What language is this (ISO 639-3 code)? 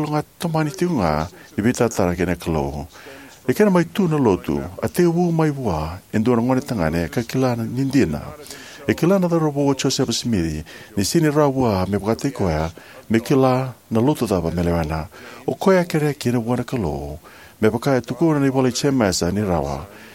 fij